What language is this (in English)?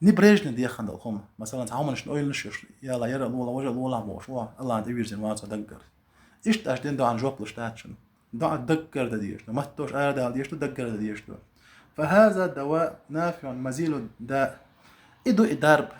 Chechen